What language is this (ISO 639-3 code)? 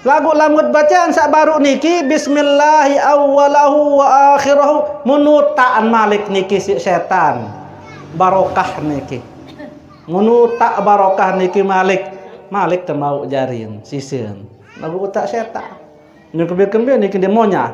sas